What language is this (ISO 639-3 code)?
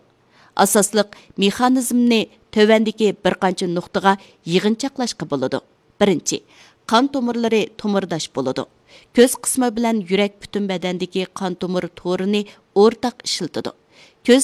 uig